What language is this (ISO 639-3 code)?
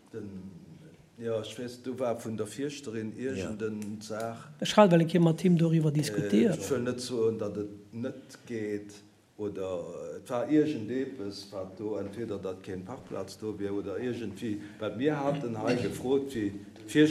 ltz